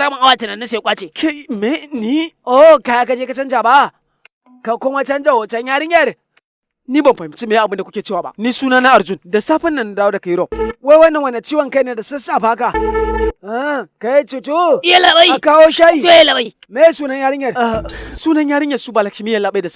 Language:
Hausa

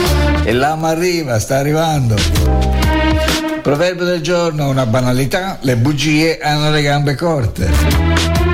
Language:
Italian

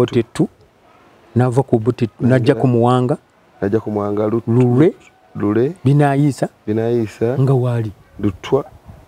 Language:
Ganda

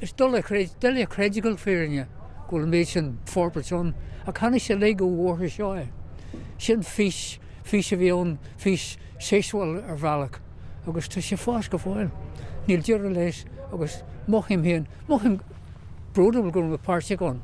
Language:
Irish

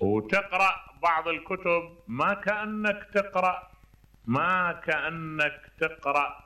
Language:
Mesopotamian Arabic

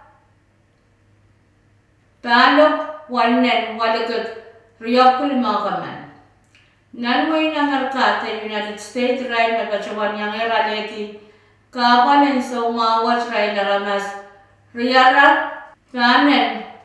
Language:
Pohnpeian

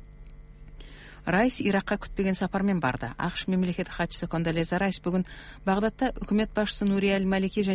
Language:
Kazakh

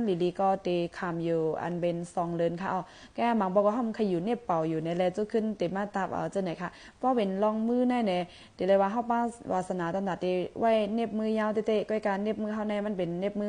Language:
Shan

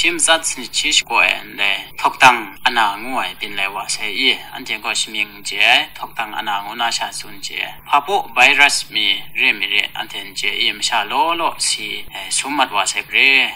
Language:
Kachin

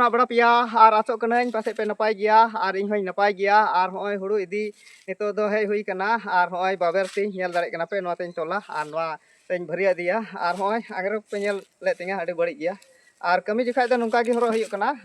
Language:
Santali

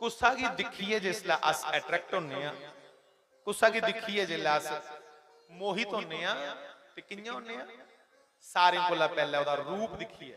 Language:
Dogri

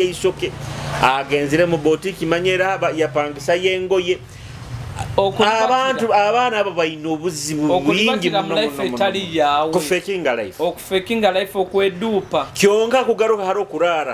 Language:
Nyoro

